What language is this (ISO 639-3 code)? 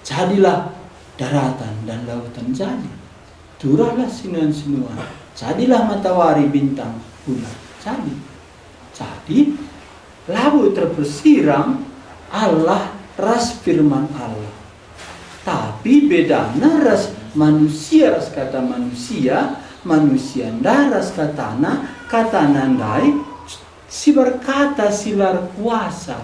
btx